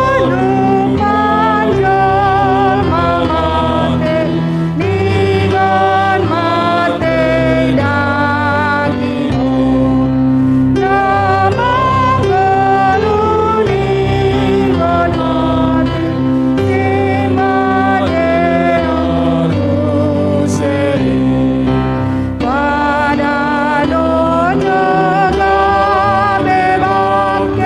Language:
Batak Simalungun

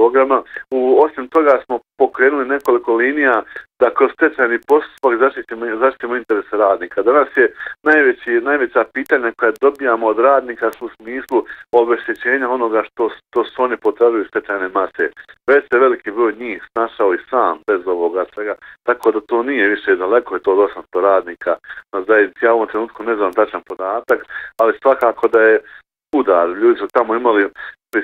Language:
Bosnian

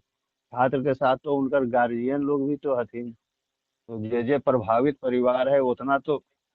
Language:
Magahi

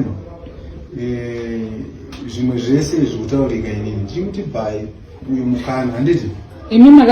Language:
Shona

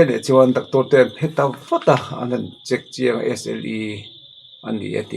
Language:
Mizo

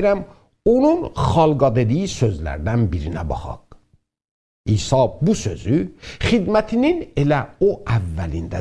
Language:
South Azerbaijani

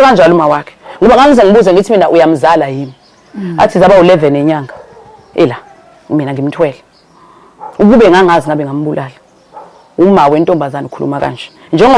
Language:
Zulu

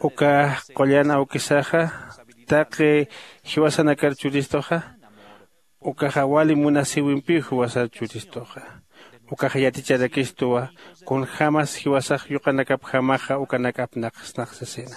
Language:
Aymara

